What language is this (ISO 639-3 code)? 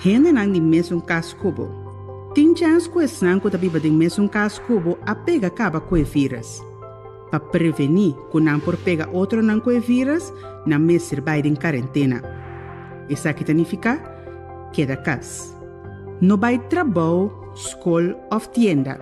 pap